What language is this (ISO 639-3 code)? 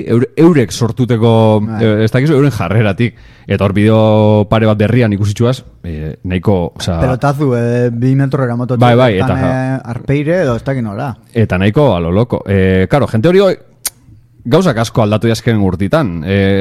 eus